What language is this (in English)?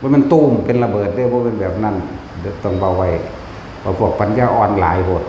Northeastern Thai